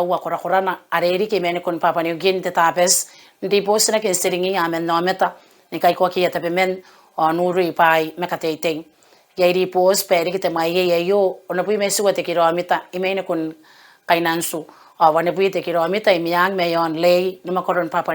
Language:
Gilbertese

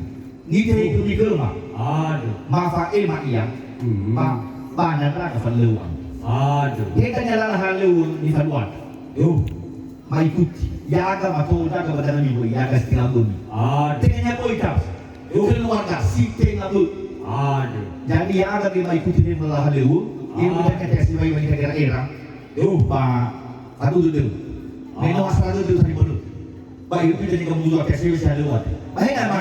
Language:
Nias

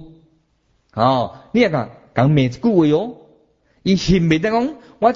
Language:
Min Nan Chinese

